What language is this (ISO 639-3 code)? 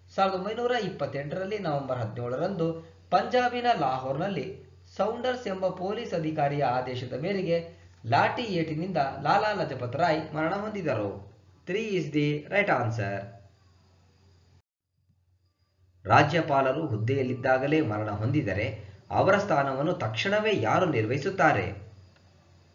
kan